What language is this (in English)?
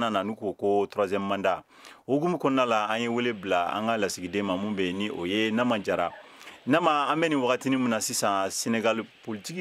Bambara